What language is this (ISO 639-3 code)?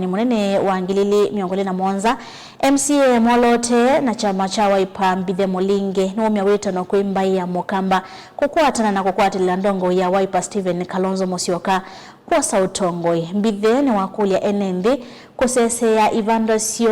kam